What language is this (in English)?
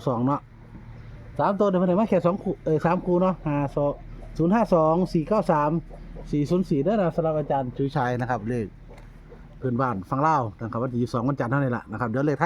Northeastern Thai